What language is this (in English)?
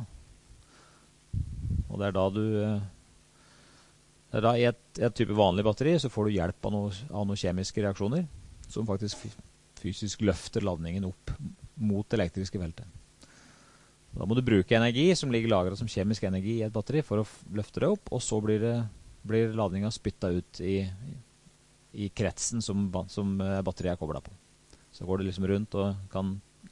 Norwegian